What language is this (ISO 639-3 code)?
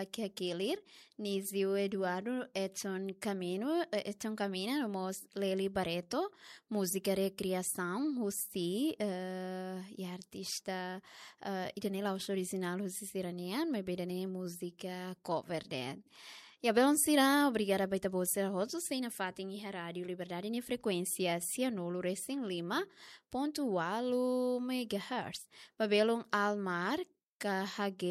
tet